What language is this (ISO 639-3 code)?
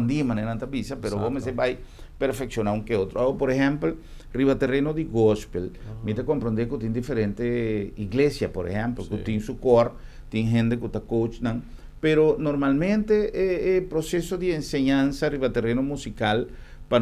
pap